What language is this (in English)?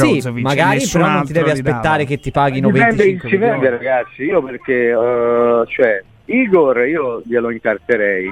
Italian